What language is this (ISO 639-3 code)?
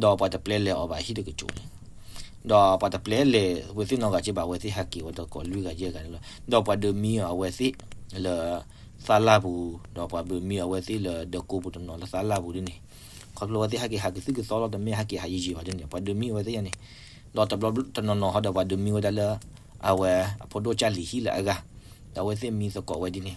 ksw